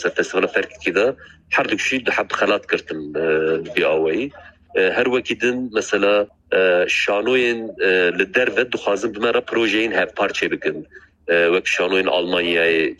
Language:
Kurdish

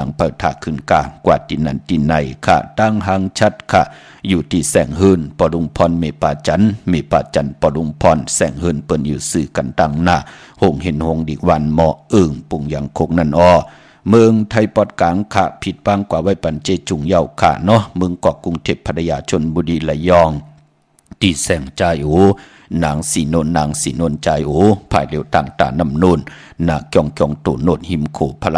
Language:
Shan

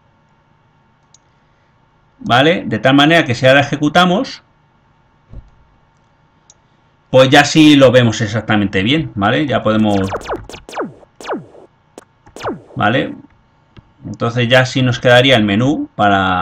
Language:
Spanish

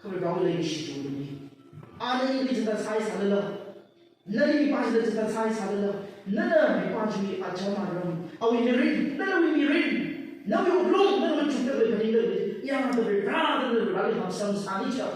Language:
Tangkhul Naga (India)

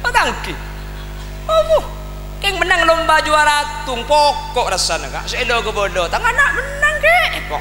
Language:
Madurese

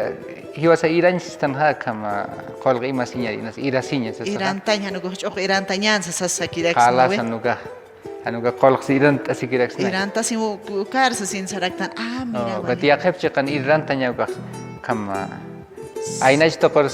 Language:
Aymara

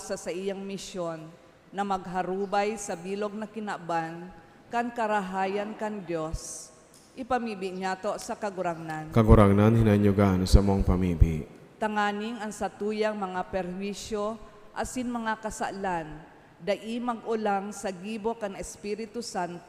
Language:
Bikol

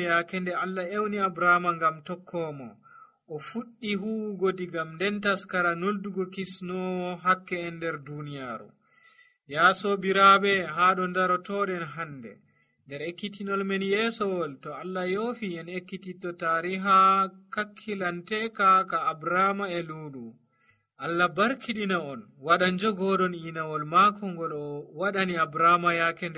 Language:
Nigerian Fulfulde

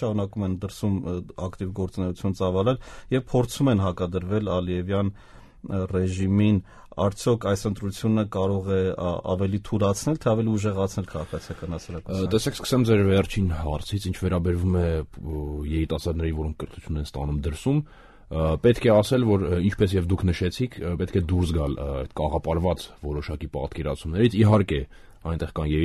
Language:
Armenian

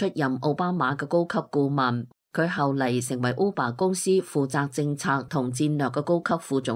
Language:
Cantonese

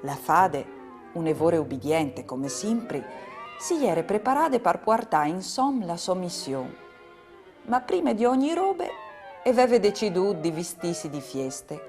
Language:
Friulian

